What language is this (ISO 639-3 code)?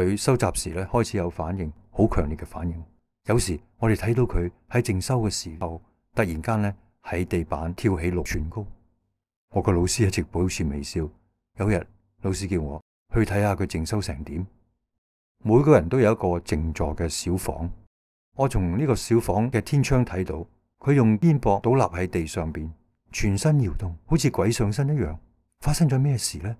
yue